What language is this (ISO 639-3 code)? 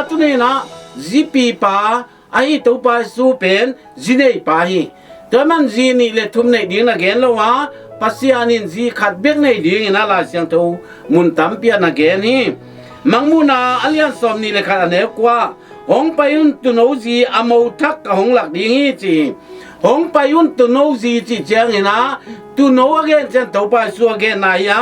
ctd